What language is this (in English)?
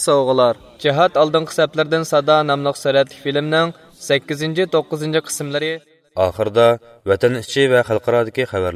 Uyghur